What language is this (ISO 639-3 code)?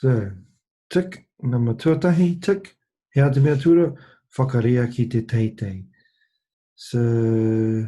mri